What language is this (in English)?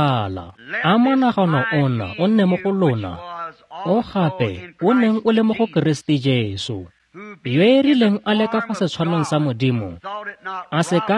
Tswana